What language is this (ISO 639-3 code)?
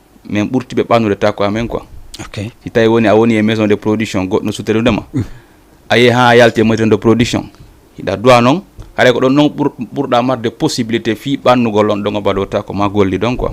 ful